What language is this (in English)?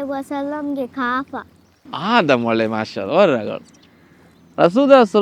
Divehi